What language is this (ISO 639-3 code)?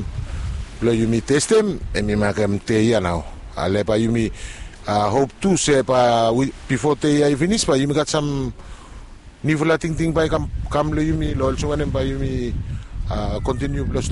bis